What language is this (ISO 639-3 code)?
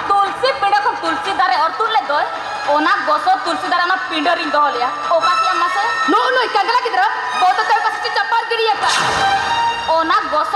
sat